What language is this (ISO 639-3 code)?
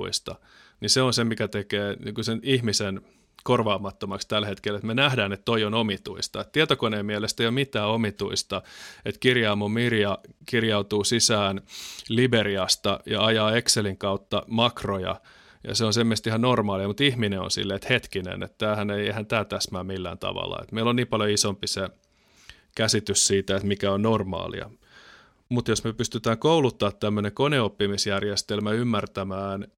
fin